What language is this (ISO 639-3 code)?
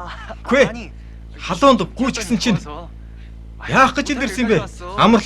mon